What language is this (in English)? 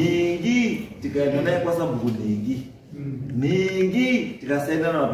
Shona